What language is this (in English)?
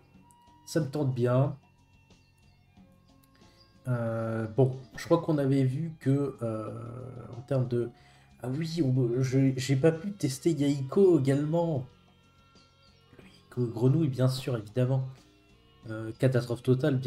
French